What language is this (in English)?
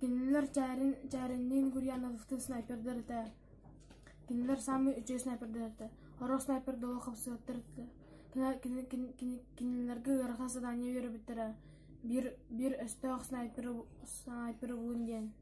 Yakut